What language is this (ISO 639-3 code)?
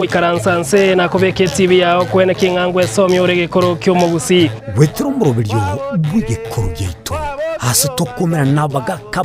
guz